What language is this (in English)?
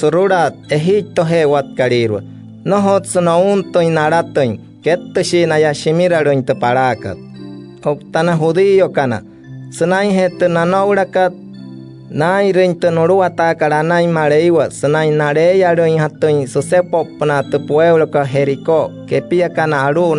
Wayuu